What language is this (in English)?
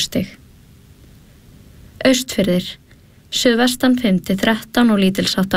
Icelandic